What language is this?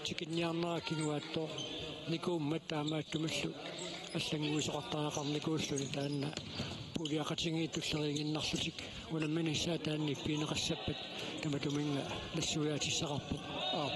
Kalaallisut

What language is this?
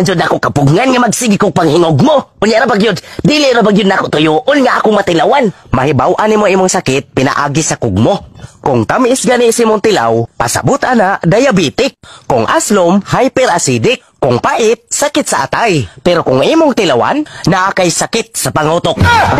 Cebuano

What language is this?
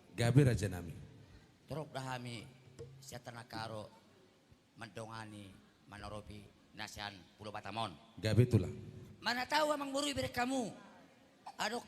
Batak Toba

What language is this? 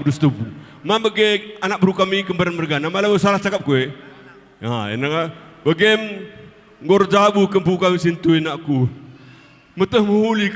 Batak Karo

